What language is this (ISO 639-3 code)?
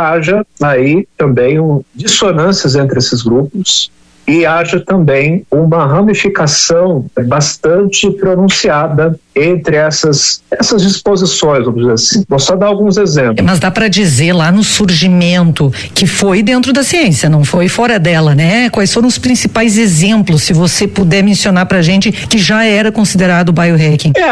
por